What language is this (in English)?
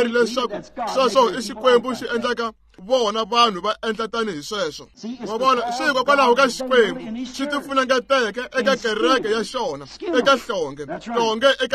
Tsonga